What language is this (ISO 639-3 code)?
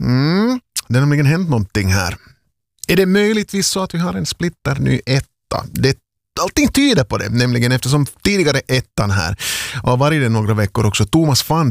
swe